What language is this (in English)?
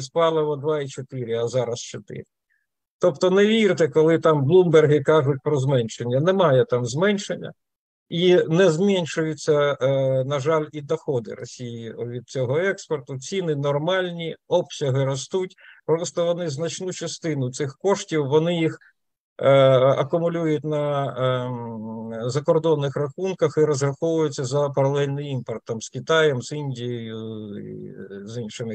Ukrainian